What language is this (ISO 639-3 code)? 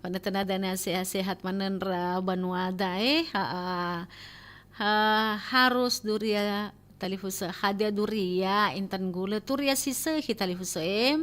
nia